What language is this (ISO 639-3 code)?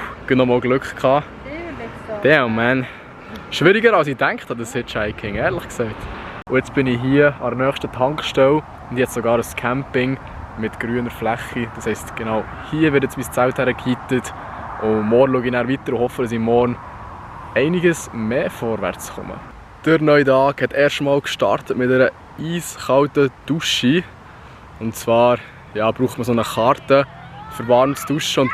gsw